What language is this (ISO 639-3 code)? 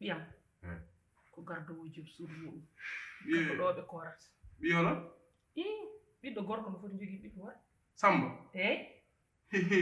ful